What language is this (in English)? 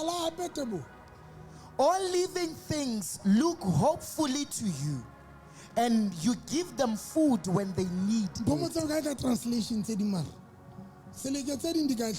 Southern Sotho